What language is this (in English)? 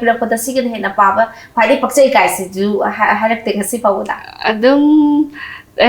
Manipuri